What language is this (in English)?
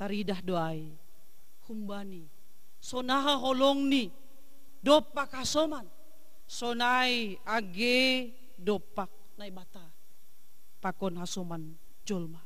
Batak Simalungun